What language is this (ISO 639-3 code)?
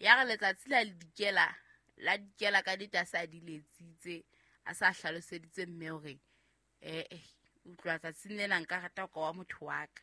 sot